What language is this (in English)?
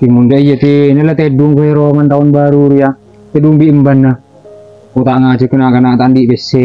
Madurese